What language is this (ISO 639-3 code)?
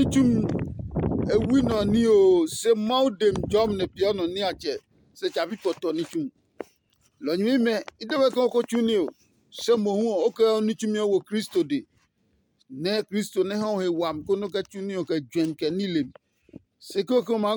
ada